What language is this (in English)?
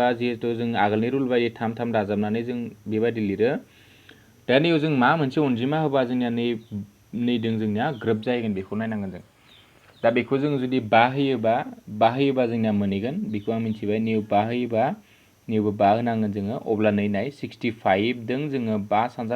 Bodo